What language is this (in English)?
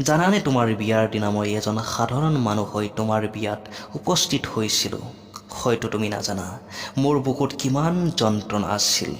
Assamese